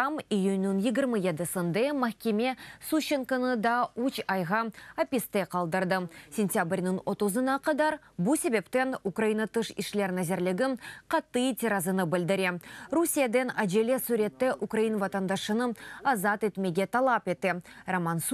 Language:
Crimean Tatar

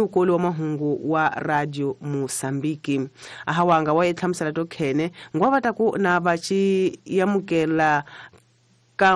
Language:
Tsonga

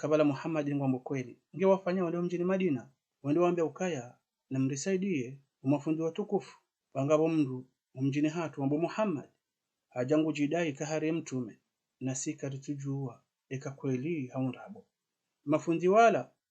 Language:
Ngazidja Comorian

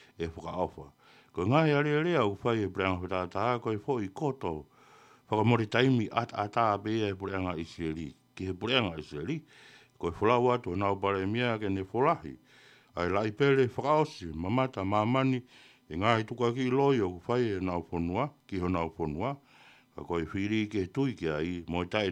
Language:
Tongan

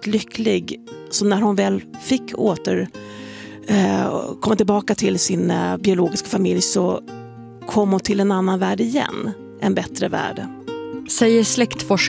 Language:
Swedish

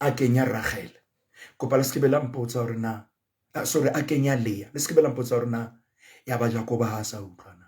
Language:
Southern Sotho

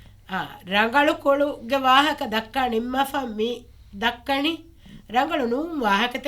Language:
Divehi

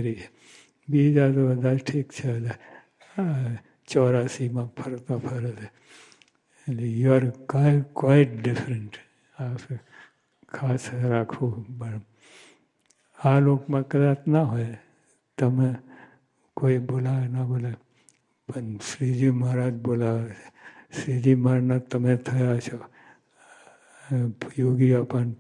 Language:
Gujarati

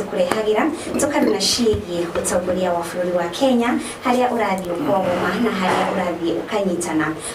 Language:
Kikuyu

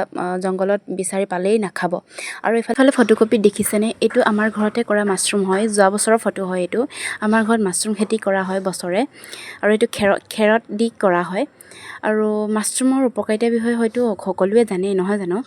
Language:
Assamese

